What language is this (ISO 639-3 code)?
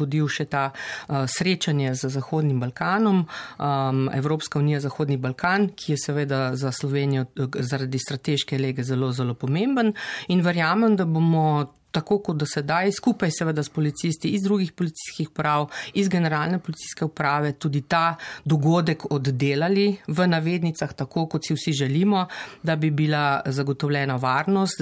slv